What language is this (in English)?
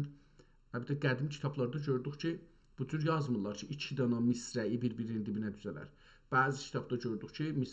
South Azerbaijani